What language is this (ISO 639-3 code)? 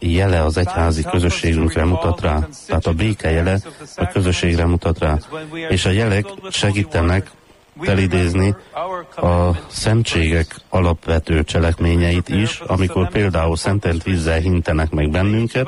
hun